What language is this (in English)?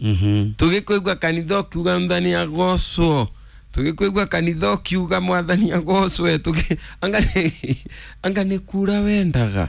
Kikuyu